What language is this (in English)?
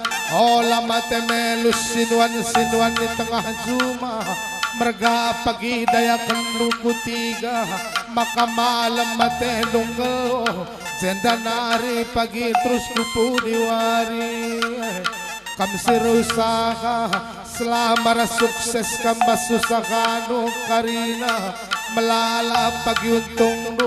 Batak Karo